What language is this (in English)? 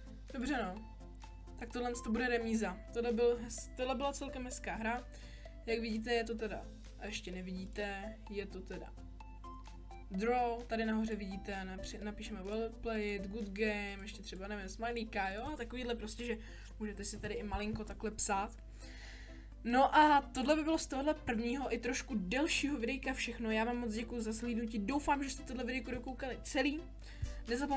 Czech